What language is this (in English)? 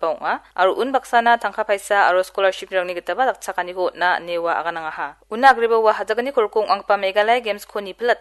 Garo